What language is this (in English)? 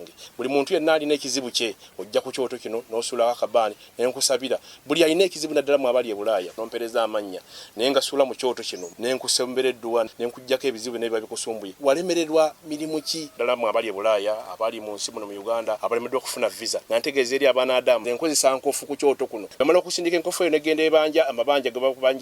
Ganda